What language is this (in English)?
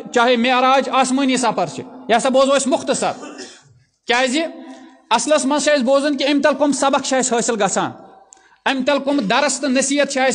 Kashmiri